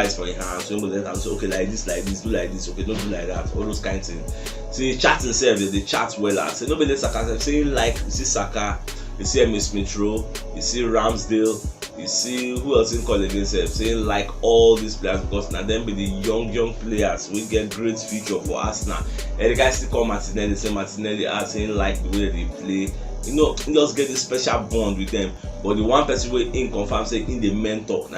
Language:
Nigerian Pidgin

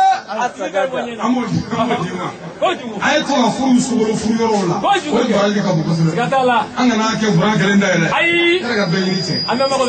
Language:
Bambara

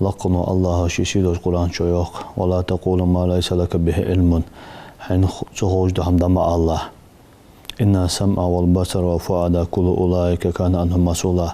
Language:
Ingush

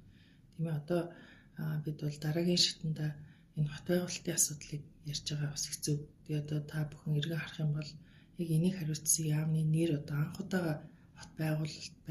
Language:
Mongolian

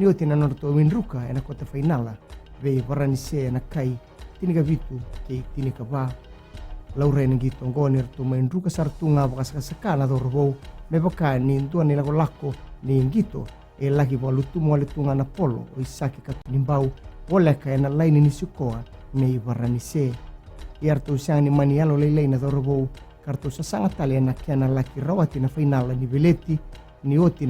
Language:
Fijian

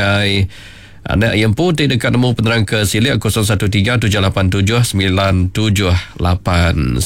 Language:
Iban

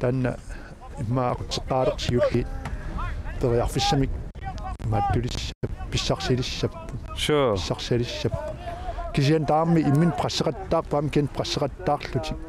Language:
Kalaallisut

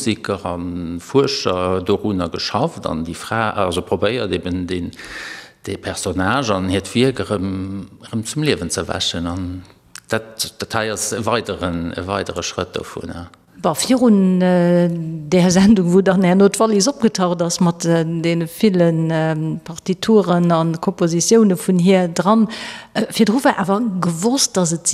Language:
Luxembourgish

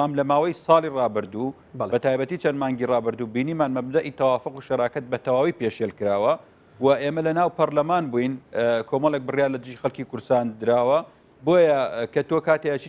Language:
Central Kurdish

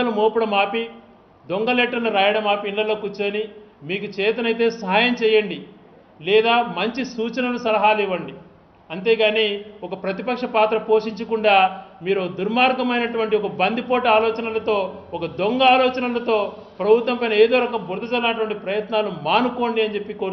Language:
Telugu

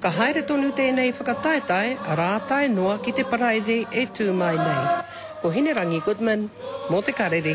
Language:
Māori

